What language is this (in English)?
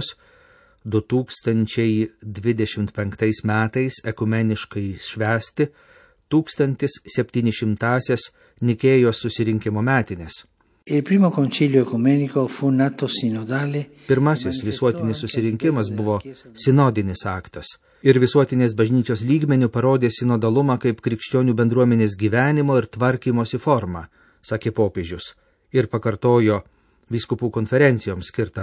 Lithuanian